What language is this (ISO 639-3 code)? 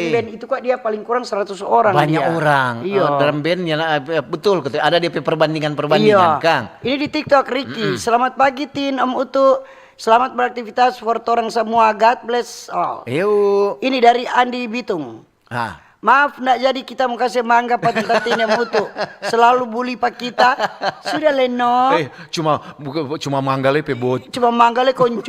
xmm